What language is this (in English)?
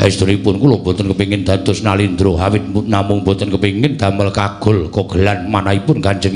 Javanese